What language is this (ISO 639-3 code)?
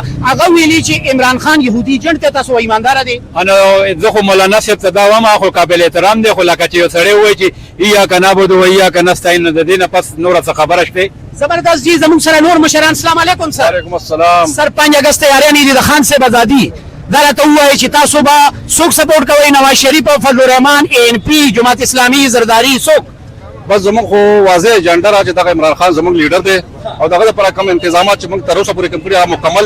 pus